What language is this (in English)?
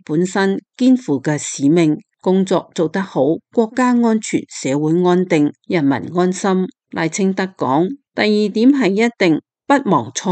Cantonese